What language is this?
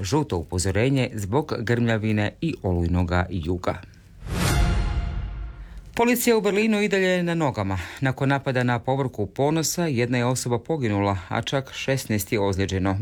Croatian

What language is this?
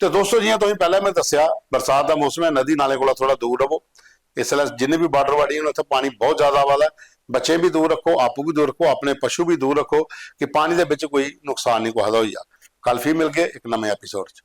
Dogri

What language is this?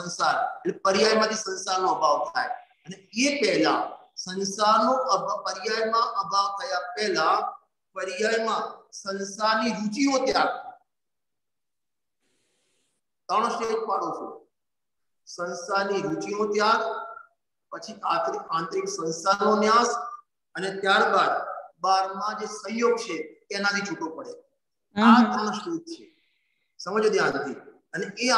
Gujarati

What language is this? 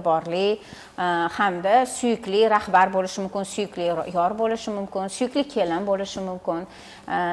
Uzbek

